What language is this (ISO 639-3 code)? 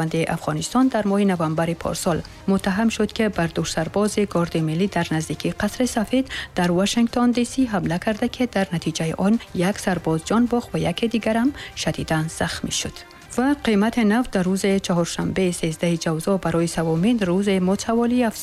tgk